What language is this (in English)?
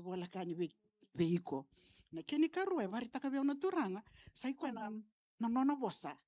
Fijian